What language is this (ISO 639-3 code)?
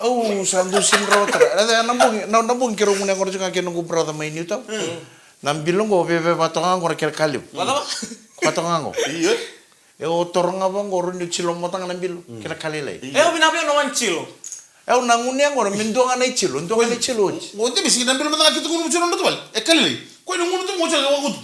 fij